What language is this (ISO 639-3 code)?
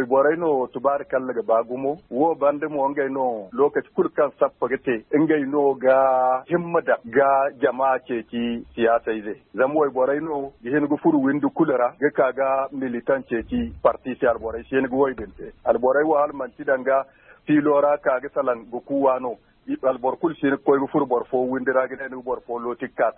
dje